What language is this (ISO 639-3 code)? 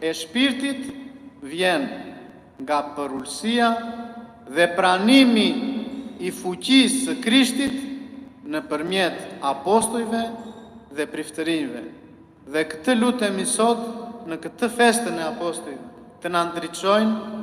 sqi